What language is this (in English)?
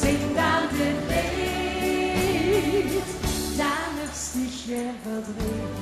Limburgish